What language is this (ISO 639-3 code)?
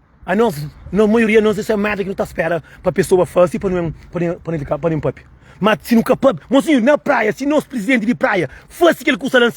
kea